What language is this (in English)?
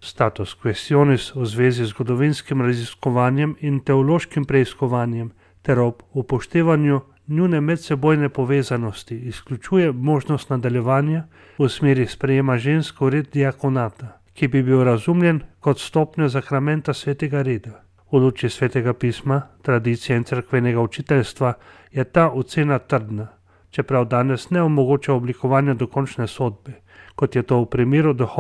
Slovenian